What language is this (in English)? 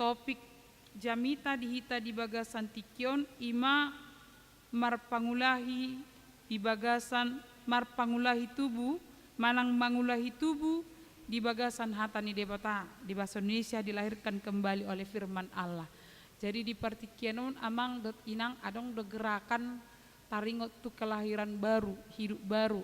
Batak Toba